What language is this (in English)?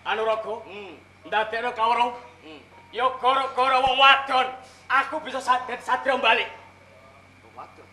Javanese